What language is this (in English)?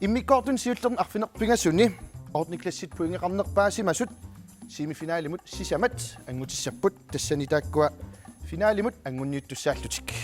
Kalaallisut